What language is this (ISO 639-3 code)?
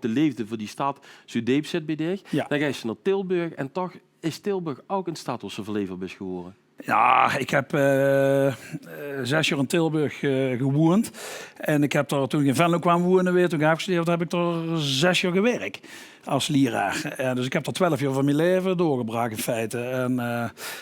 lim